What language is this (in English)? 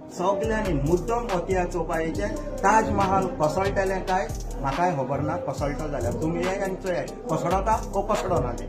Konkani